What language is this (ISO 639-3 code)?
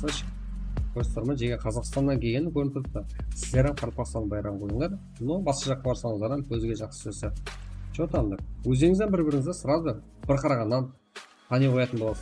kaa